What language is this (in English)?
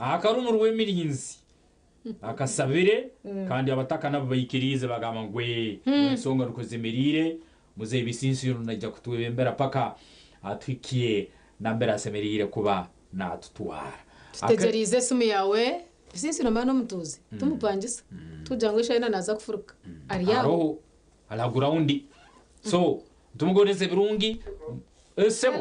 Nyankole